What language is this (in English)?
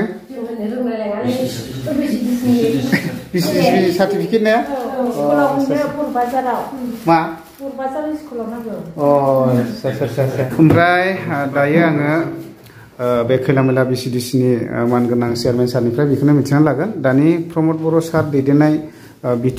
Bodo